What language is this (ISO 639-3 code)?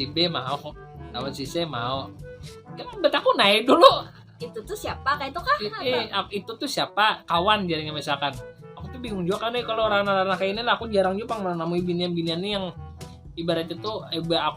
bjn